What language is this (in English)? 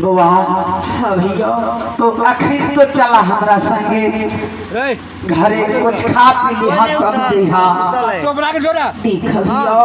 Maithili